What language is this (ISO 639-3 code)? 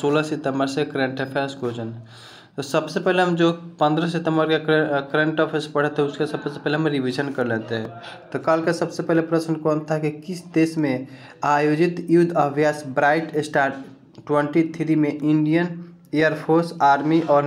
hin